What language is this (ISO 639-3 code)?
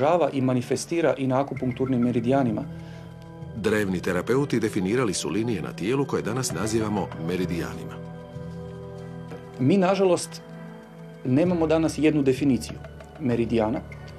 hrv